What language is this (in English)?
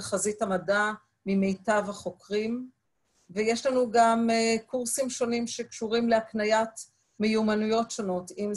Hebrew